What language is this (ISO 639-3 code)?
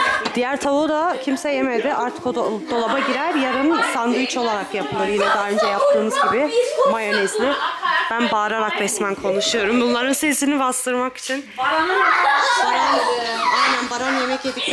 tur